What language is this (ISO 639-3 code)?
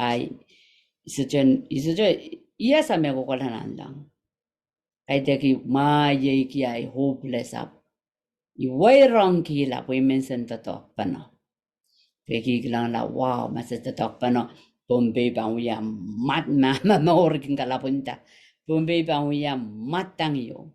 pon